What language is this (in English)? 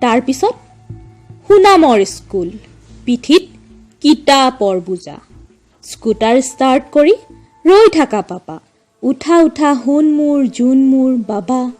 Assamese